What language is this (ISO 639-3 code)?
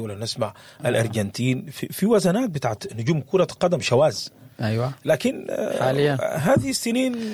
apd